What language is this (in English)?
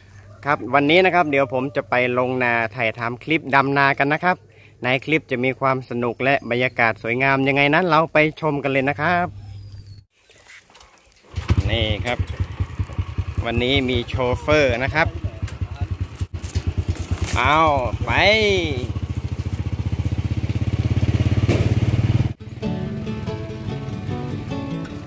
Thai